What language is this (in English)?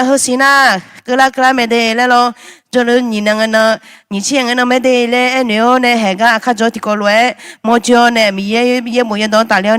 Akha